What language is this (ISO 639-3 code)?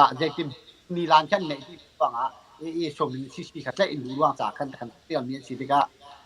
cnh